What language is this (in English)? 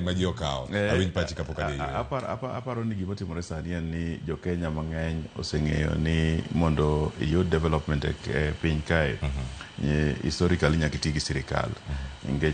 Luo (Kenya and Tanzania)